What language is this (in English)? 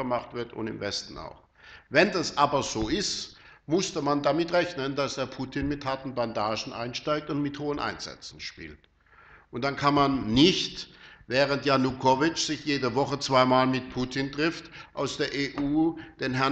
German